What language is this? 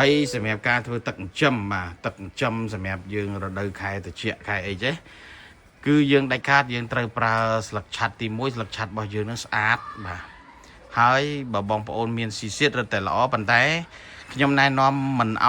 Khmer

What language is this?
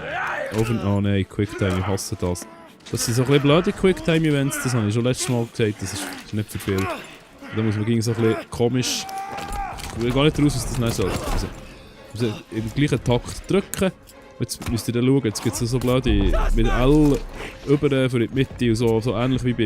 Swiss German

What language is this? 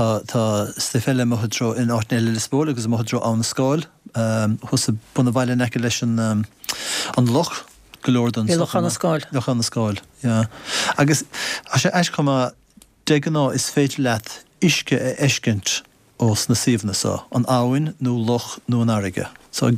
Irish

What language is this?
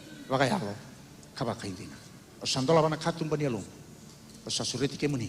Fijian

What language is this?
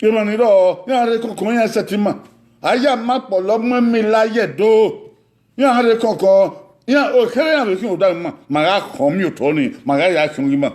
Bini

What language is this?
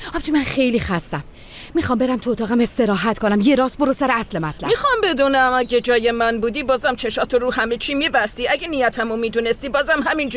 Persian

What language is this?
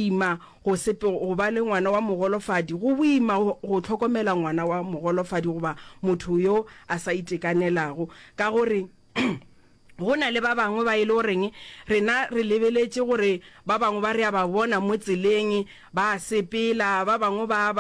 Northern Sotho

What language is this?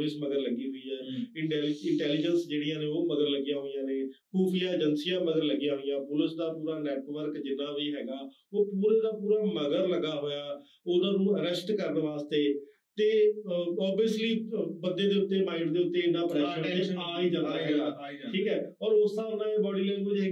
Punjabi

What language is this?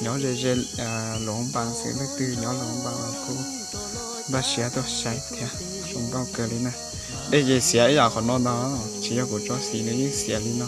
Hmong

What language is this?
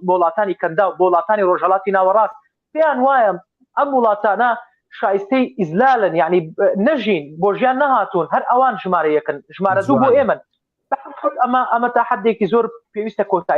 Central Kurdish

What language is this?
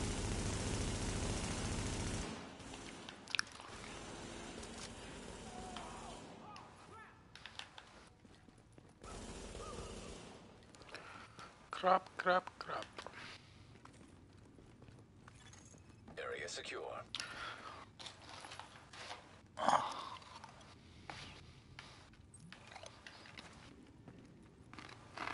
Hungarian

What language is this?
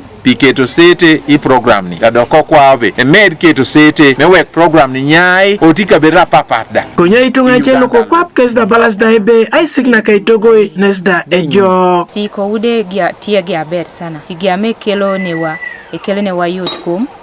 Teso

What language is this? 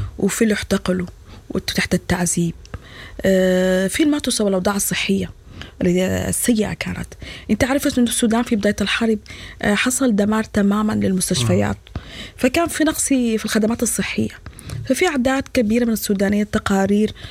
Sudanese Arabic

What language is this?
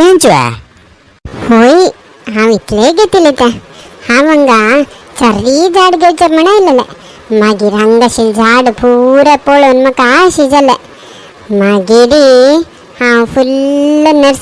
Konkani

